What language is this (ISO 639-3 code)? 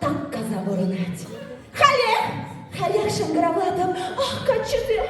chv